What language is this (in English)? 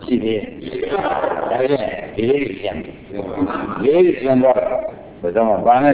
Burmese